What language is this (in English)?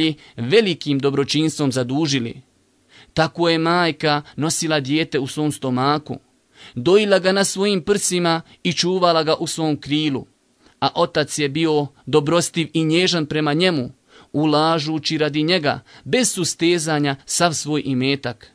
Bosnian